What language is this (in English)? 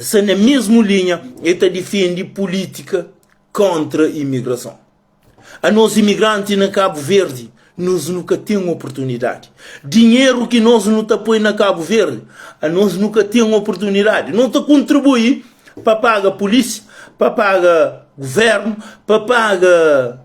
Kabuverdianu